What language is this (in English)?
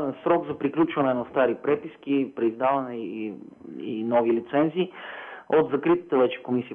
Bulgarian